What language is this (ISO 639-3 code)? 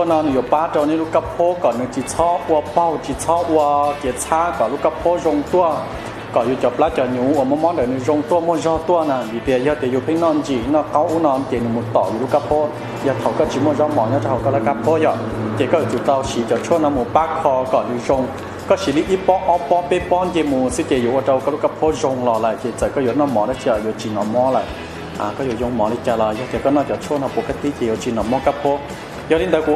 hmn